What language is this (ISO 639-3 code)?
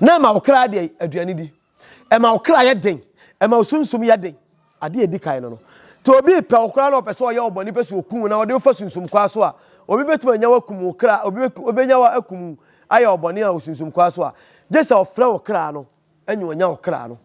aka